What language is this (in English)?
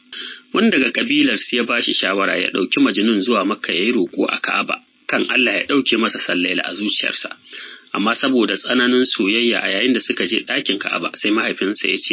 Hausa